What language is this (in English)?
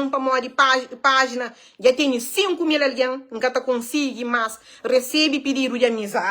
Kabuverdianu